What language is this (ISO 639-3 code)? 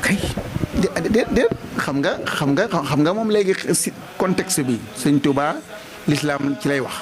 wol